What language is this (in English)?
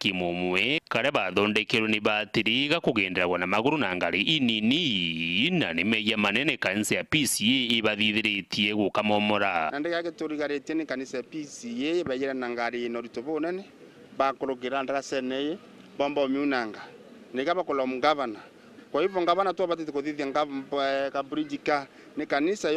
Meru